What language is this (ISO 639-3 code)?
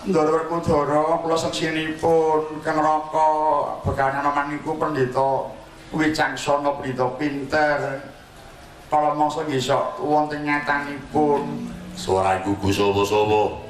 jav